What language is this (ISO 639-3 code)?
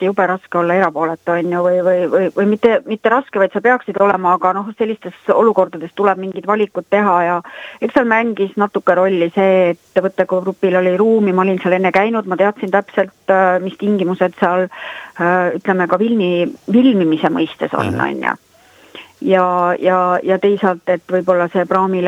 est